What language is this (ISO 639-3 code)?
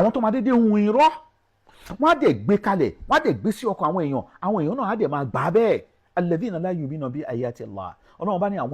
yor